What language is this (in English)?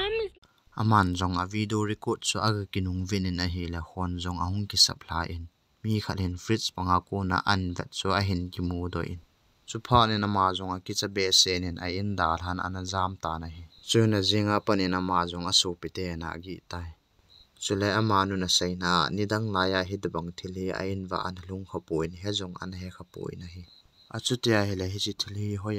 Thado Chin